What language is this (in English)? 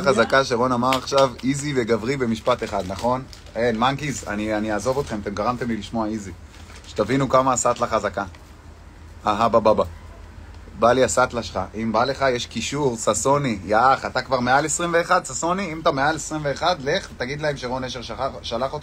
Hebrew